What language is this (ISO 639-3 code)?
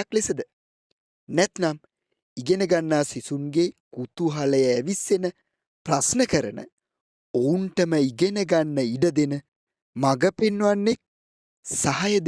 sin